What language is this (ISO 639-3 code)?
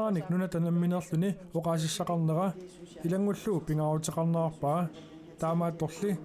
kal